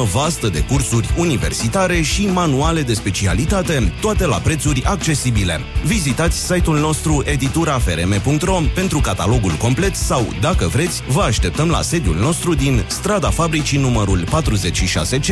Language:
Romanian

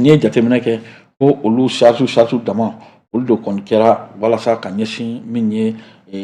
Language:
Bambara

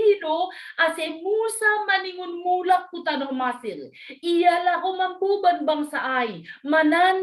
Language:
Batak Simalungun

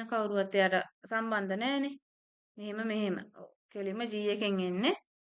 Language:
Sinhala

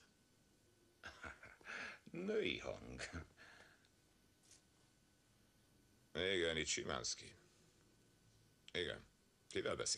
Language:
Hungarian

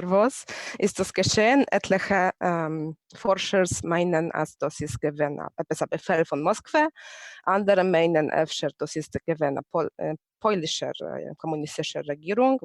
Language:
Yiddish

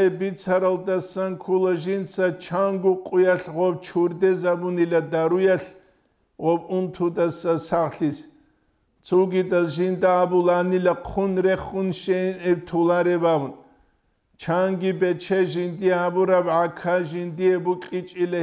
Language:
Avaric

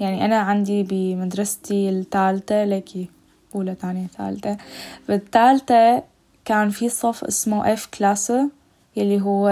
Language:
North Levantine Arabic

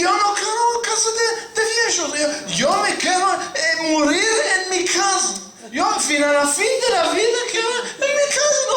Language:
Ladino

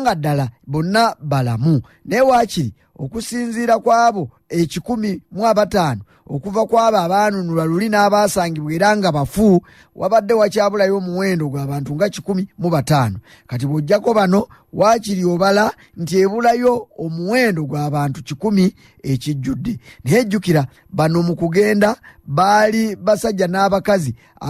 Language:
Ganda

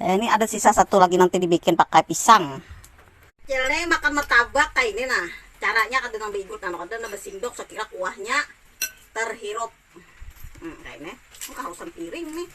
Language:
Banjar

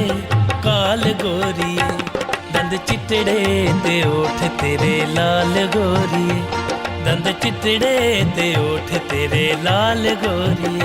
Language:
Dogri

